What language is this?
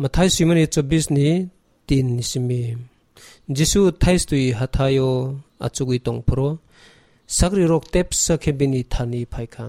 Kok Borok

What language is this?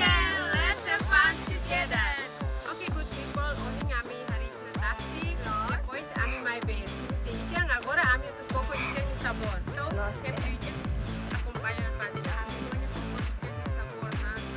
Tetum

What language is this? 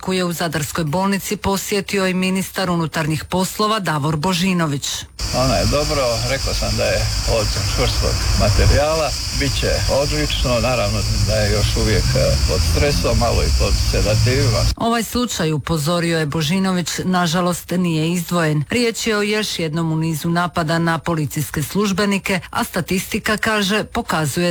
Croatian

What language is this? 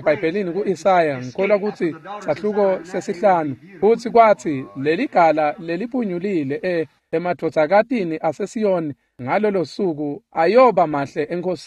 Swati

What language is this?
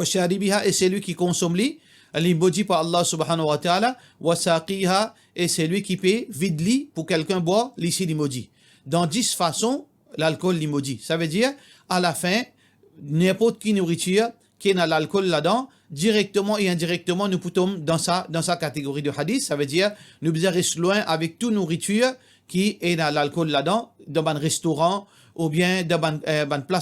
Morisyen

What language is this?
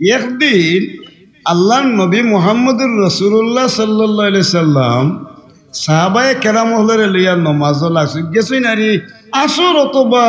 Sylheti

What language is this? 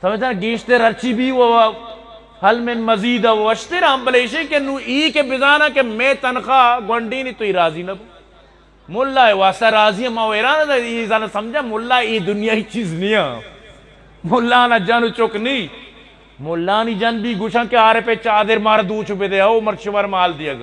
Eastern Balochi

